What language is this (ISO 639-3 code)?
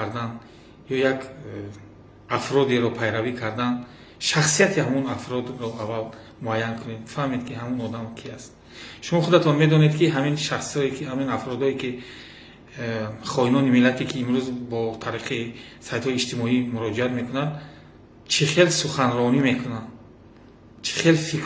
tgk